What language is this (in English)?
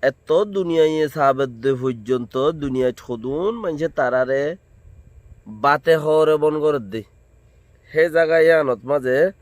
Rohingya